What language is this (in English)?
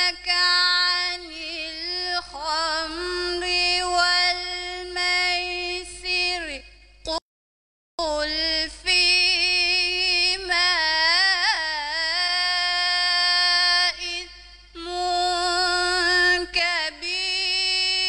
Arabic